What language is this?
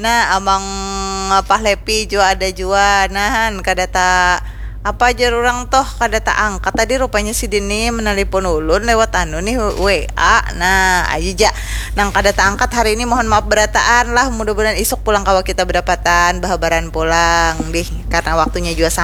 Banjar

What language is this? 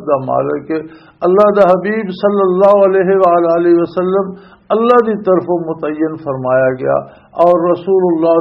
Western Panjabi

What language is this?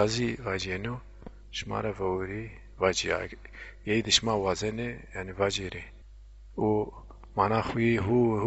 Zaza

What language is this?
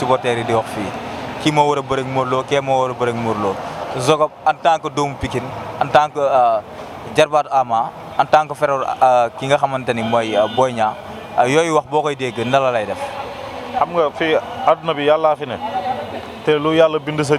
Wolof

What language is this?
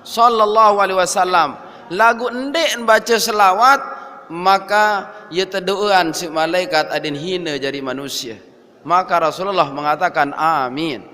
Sasak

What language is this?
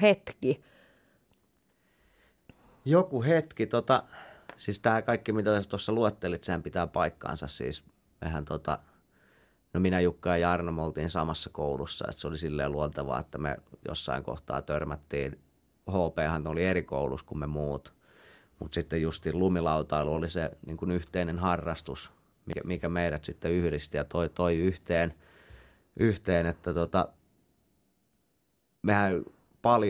Finnish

